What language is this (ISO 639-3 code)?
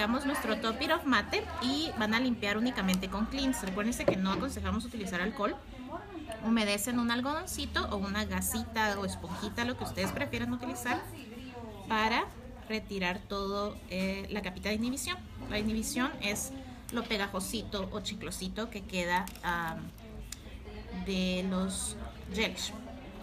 spa